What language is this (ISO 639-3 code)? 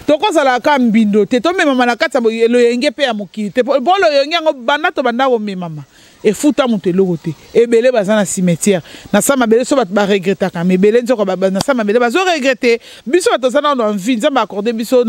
lin